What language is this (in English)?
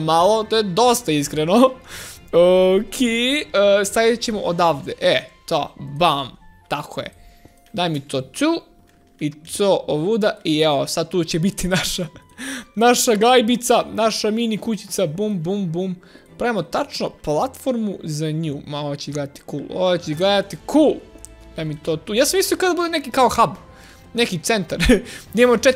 Croatian